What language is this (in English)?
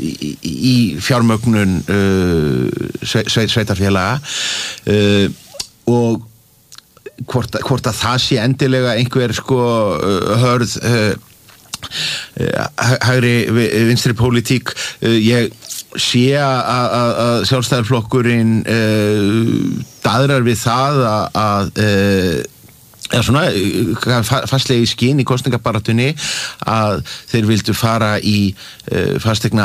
Icelandic